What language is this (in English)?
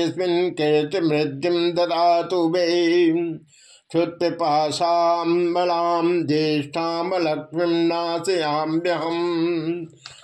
Sanskrit